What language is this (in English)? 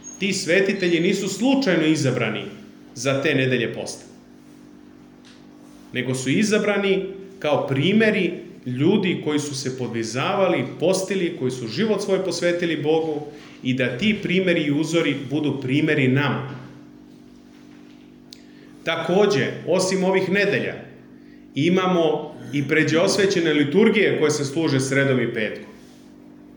Serbian